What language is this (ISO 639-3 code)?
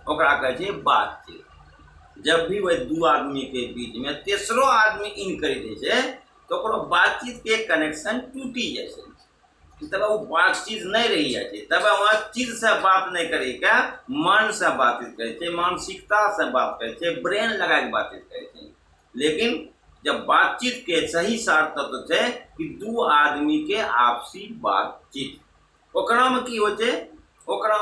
anp